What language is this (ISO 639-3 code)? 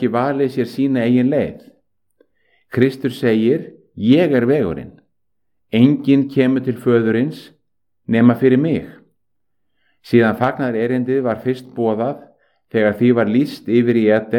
isl